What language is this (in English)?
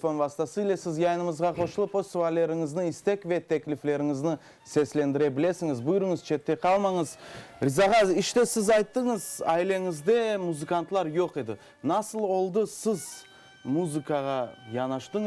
Crimean Tatar